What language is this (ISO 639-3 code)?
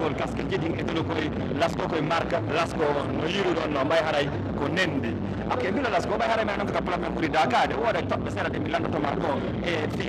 fuf